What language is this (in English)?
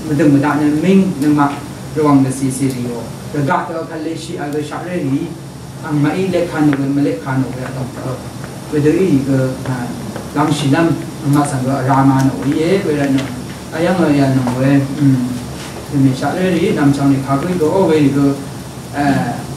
Rawang